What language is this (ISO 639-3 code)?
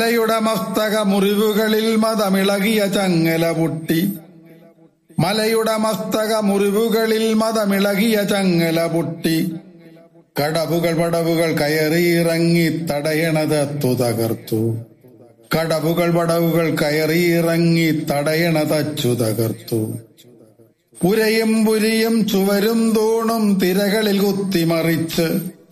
mal